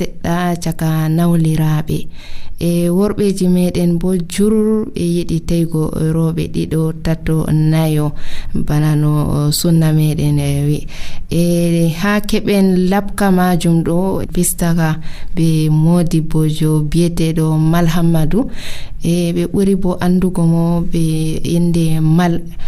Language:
Nigerian Fulfulde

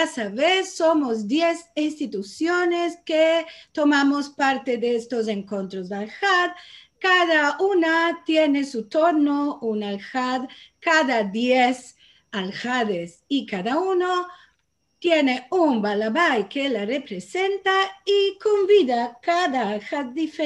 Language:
Ladino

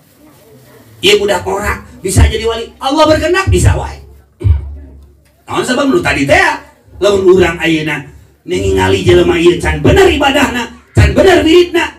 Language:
Sundanese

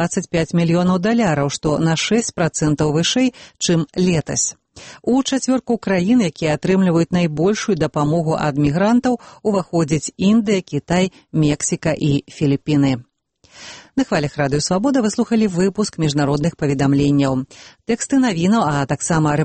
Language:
Belarusian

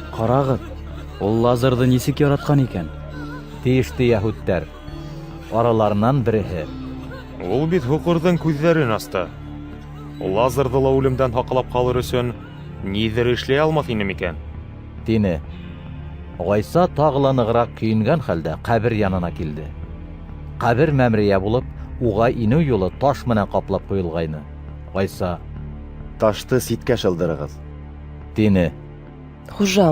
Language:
Bashkir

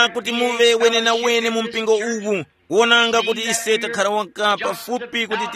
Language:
Tumbuka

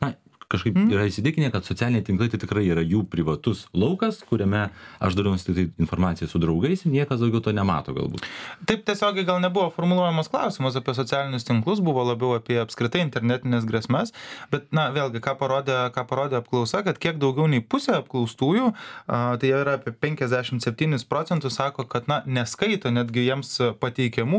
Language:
Lithuanian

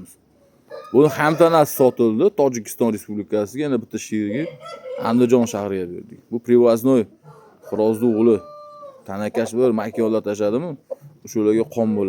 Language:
Uzbek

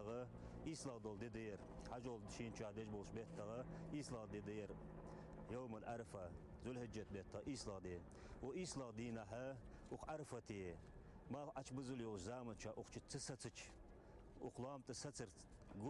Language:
Ingush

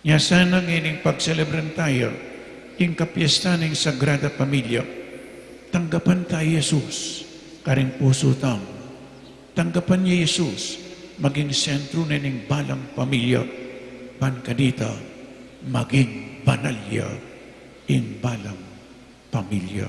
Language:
Pampanga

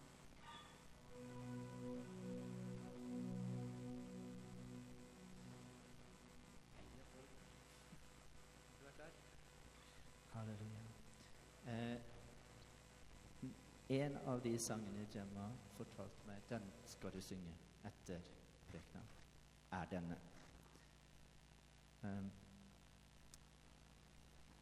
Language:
Norwegian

